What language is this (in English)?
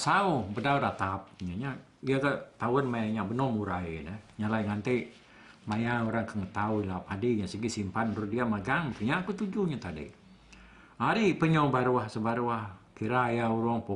Iban